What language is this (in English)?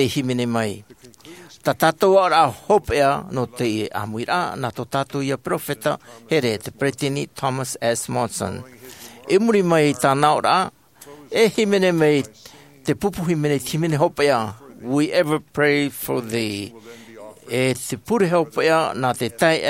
Tahitian